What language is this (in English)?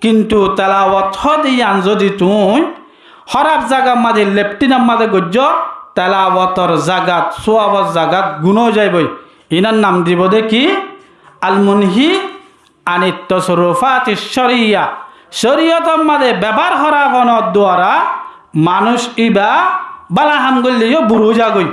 Rohingya